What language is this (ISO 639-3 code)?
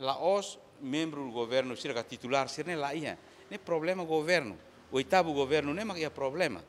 tet